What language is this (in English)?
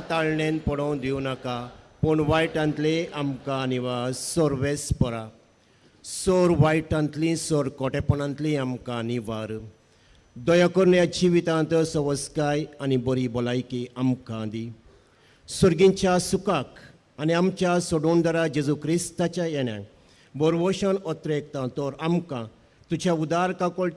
Konkani